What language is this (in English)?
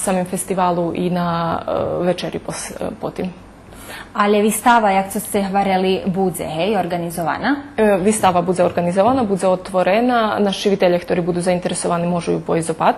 Rusyn